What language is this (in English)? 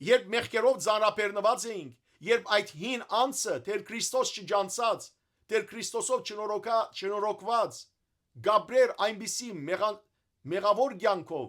Western Armenian